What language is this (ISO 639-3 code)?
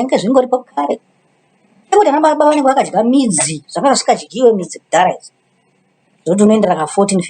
sna